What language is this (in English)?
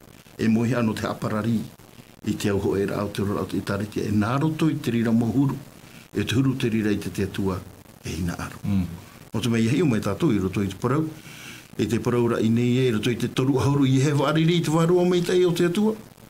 Tahitian